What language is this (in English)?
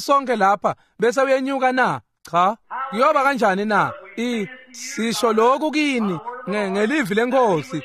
Swati